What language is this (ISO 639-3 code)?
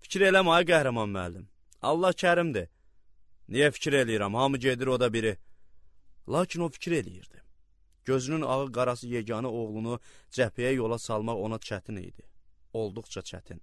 aze